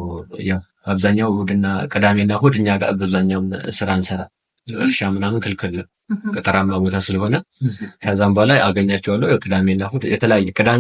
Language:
Amharic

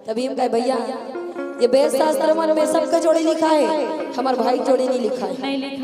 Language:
Chhattisgarhi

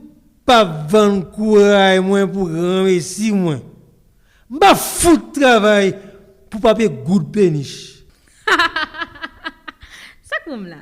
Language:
Haitian Creole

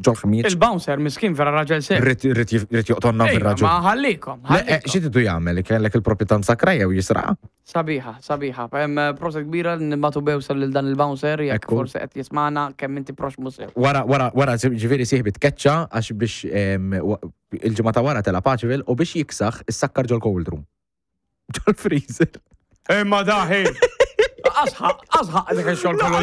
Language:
Maltese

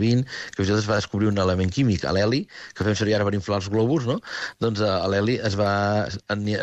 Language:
Catalan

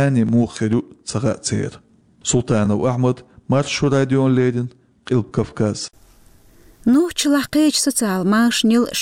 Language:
Chechen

